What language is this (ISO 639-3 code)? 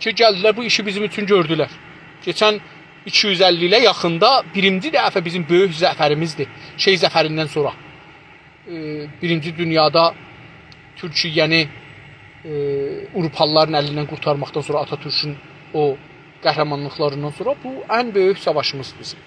azb